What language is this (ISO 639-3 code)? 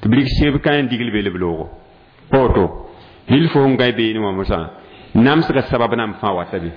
mos